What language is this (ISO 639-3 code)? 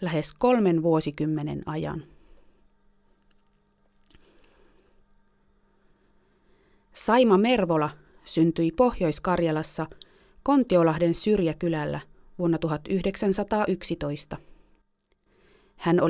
fin